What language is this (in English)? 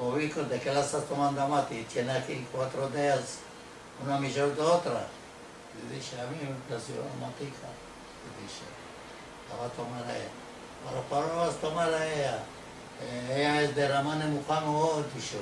Ladino